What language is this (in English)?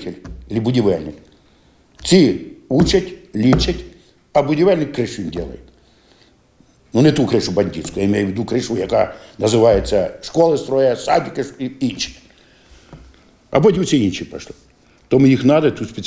Ukrainian